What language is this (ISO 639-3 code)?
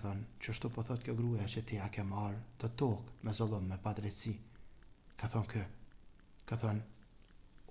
sqi